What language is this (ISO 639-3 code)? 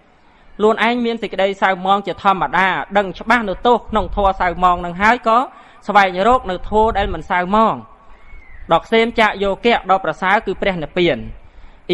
khm